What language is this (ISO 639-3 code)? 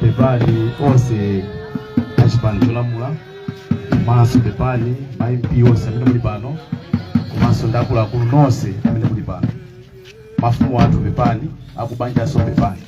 nya